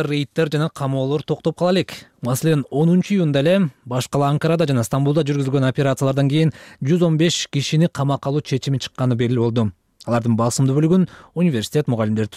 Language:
Kyrgyz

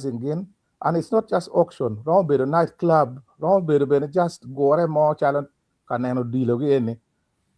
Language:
Acoli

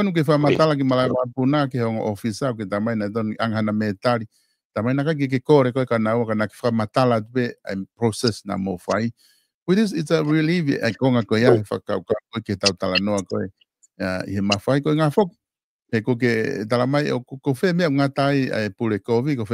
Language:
Tongan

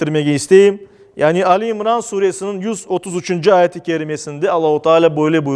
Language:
Crimean Tatar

